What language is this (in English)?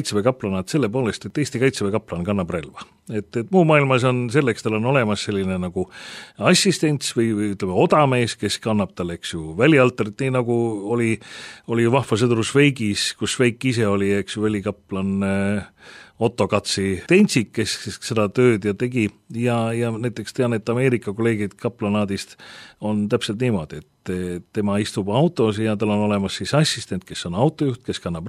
Estonian